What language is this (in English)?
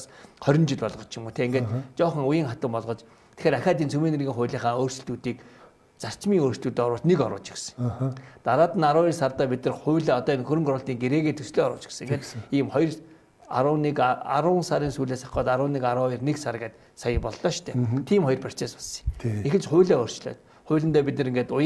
Mongolian